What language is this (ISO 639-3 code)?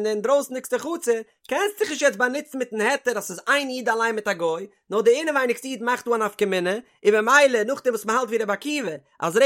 yid